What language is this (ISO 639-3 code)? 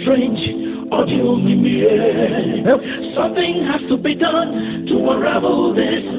ewe